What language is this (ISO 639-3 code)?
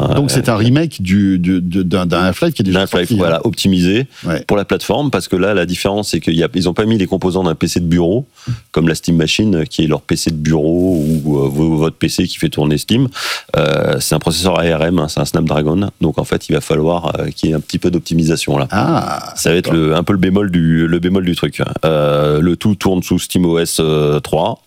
fra